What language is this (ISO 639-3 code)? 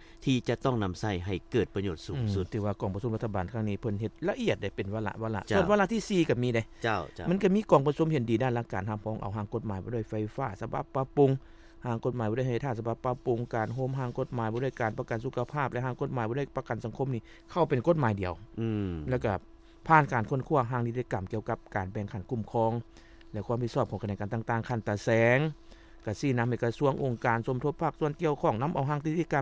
lao